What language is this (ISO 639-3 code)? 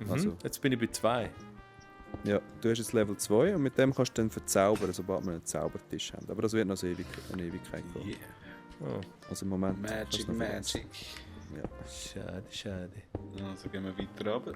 gsw